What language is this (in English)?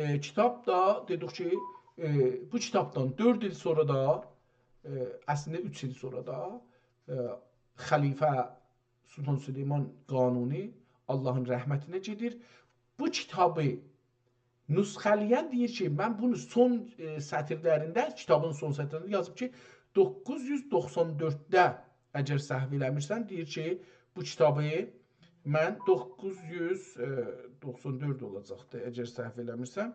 South Azerbaijani